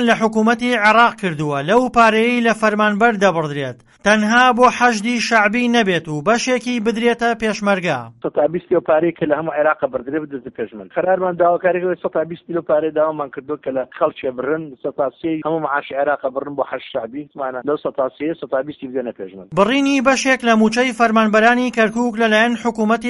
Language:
Central Kurdish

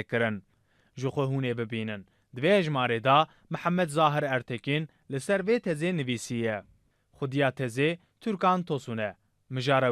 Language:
Kurdish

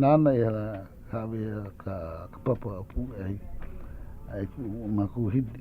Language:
Hawaiian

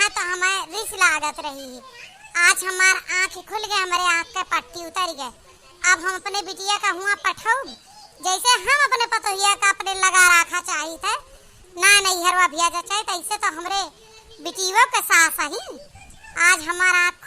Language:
Awadhi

